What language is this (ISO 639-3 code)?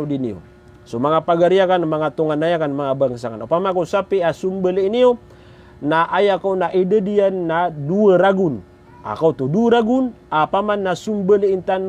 mrw